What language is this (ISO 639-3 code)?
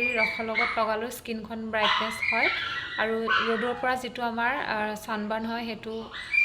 asm